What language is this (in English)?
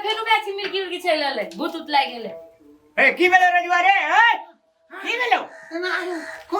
Maithili